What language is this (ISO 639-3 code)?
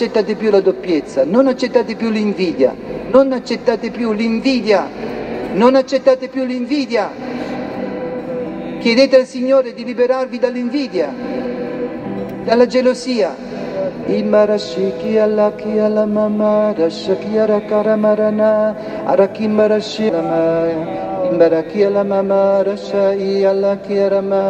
ita